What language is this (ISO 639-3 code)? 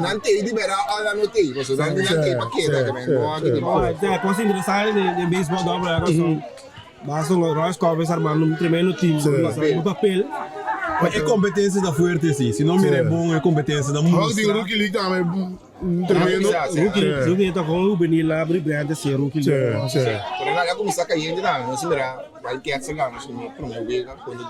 pap